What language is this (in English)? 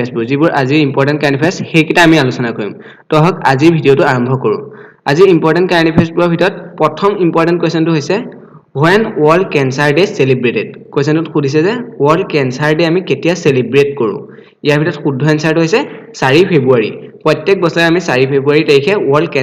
Assamese